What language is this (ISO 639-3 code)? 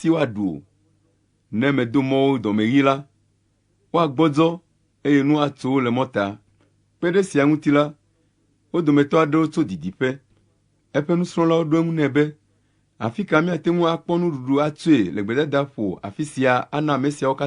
ewe